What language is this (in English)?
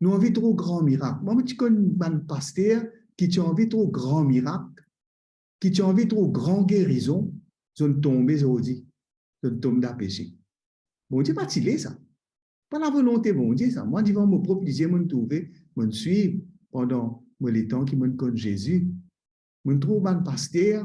Morisyen